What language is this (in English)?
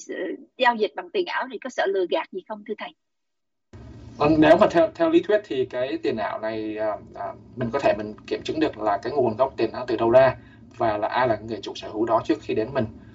Vietnamese